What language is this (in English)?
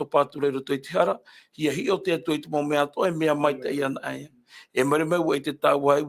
Tahitian